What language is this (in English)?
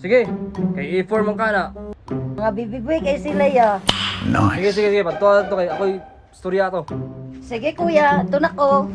Cebuano